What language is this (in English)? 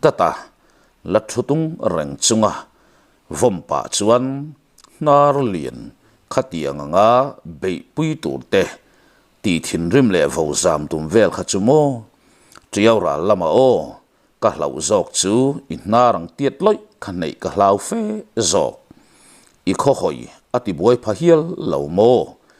Mizo